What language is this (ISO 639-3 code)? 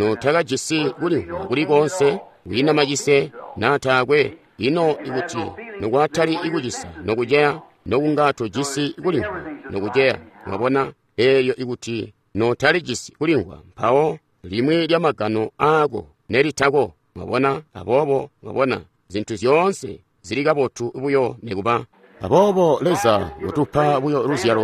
toi